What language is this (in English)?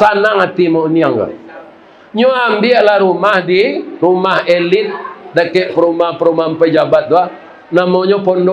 Minangkabau